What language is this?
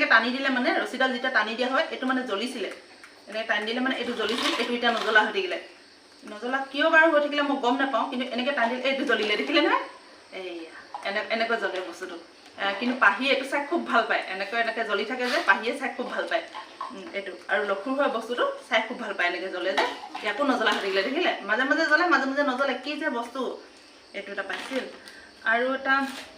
Assamese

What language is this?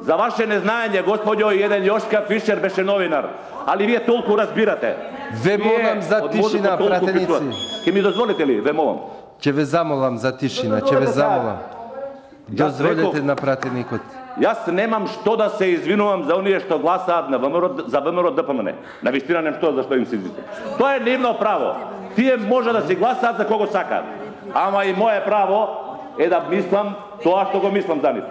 Macedonian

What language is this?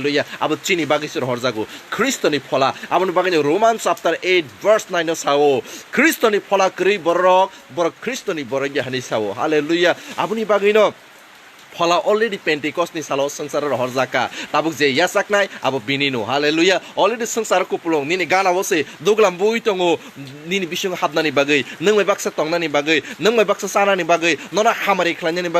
Kok Borok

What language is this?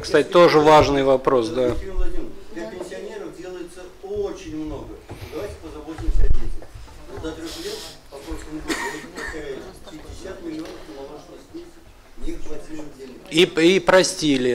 Russian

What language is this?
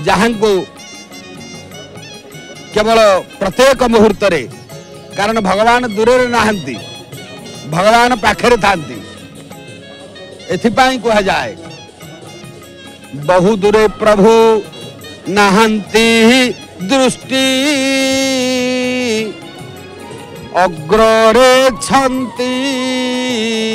Odia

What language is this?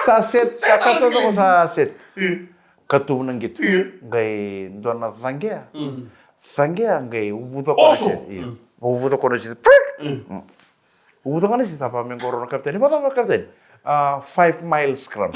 Fijian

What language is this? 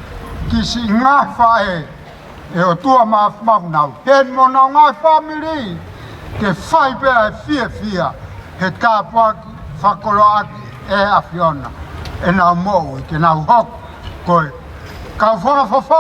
Tongan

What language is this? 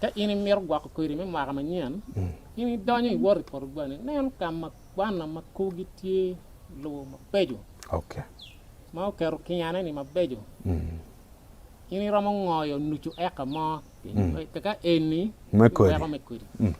Acoli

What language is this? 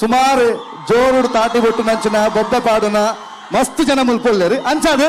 Tulu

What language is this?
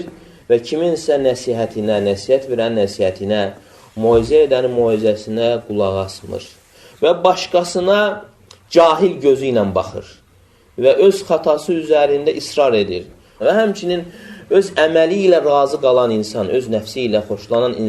Azerbaijani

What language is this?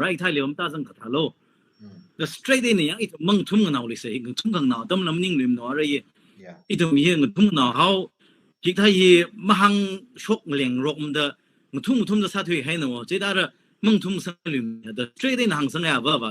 Tangkhul Naga (India)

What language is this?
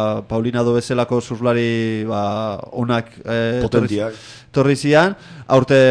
Basque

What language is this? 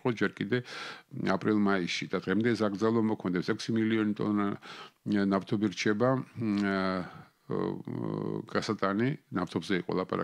Georgian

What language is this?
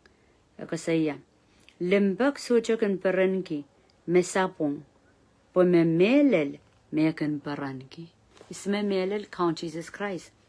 Pohnpeian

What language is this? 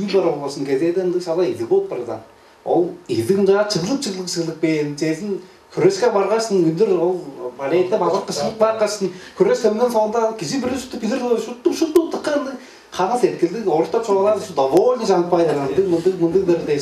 Tuvinian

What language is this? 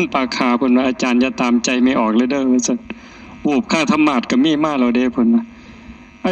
Northeastern Thai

